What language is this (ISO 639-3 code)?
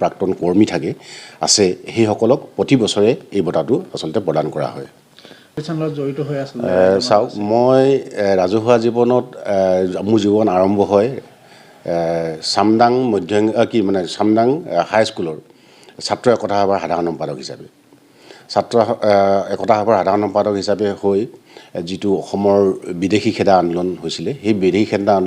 asm